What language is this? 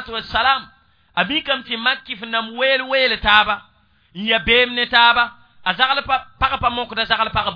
Mossi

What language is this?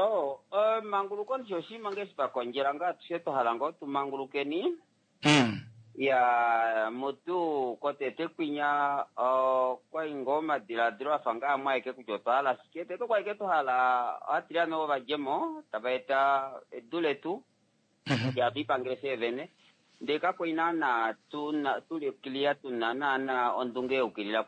Kuanyama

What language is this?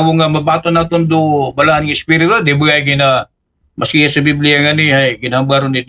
Aklanon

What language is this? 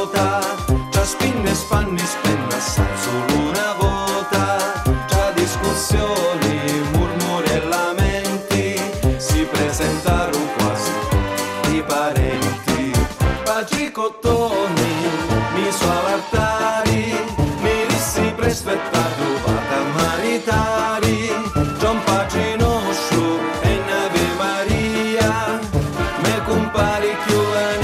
Sicilian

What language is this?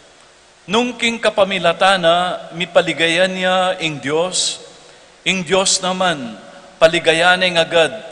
Pampanga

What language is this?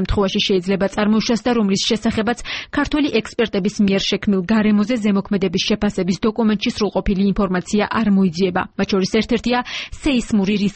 Georgian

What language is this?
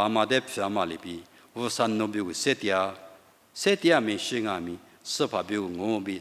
Lisu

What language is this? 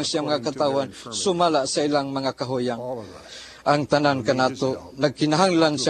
Cebuano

